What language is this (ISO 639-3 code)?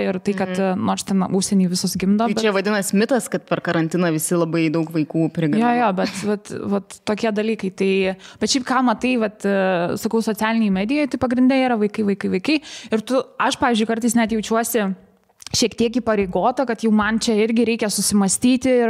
lit